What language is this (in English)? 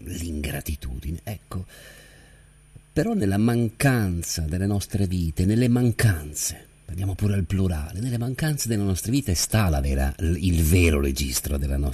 Italian